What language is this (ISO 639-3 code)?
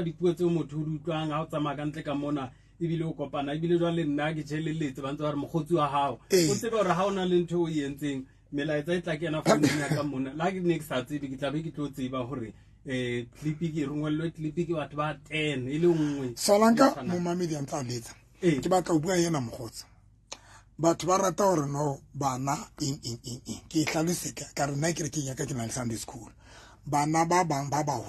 sot